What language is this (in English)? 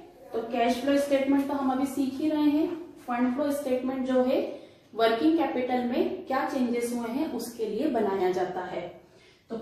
Hindi